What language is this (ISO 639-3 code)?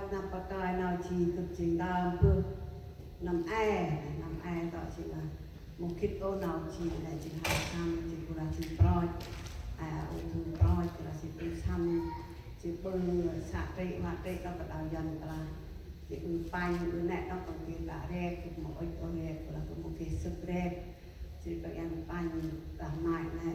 cmo